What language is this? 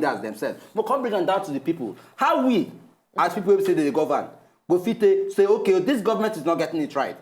Nigerian Pidgin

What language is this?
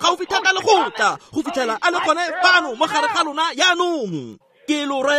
Tswana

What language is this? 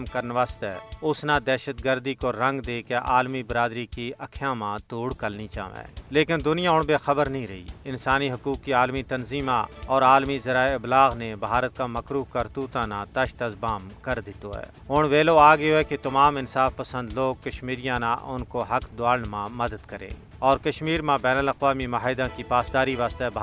Gujari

